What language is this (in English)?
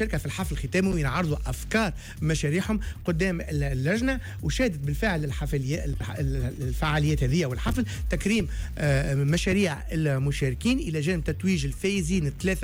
Tunisian Arabic